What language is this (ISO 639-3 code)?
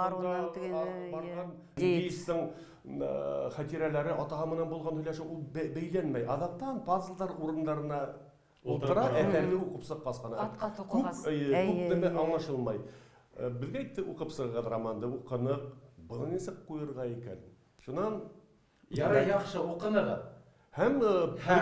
bak